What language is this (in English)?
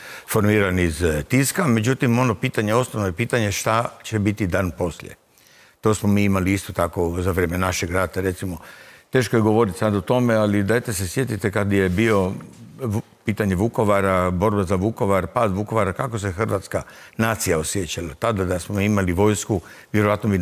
Croatian